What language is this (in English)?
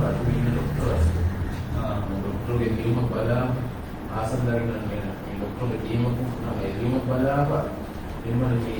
Divehi